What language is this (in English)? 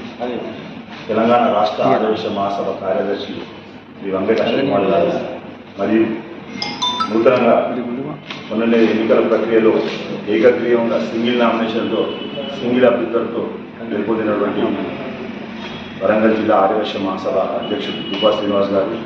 Telugu